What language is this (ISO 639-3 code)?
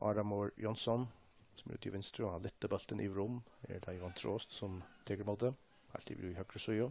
fao